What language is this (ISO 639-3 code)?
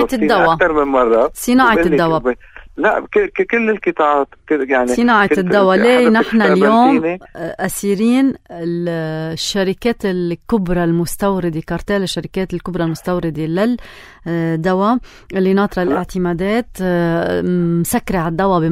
apc